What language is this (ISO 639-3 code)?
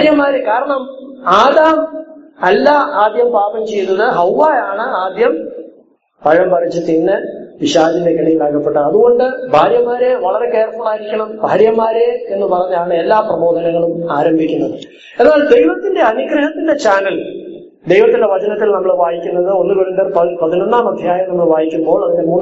mal